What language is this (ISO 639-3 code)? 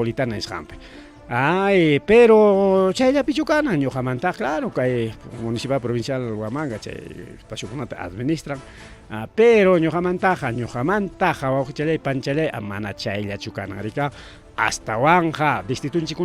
quy